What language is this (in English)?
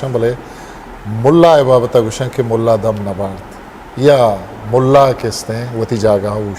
Eastern Balochi